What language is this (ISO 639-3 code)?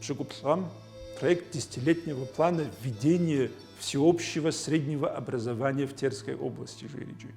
kbd